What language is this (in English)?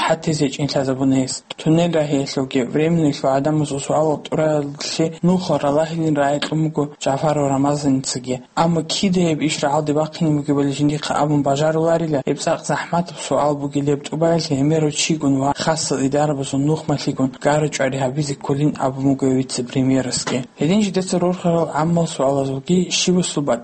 Avaric